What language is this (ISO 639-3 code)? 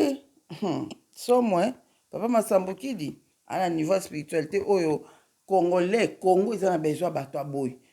lin